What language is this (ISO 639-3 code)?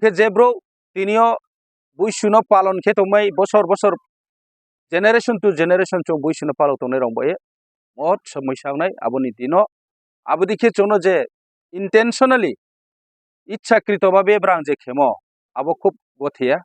trp